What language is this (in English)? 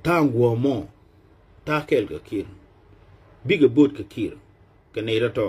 Nuer